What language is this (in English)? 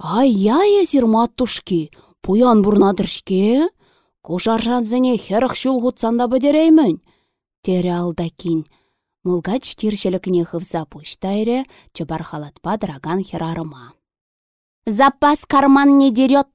Chuvash